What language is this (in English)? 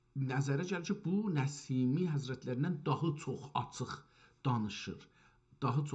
South Azerbaijani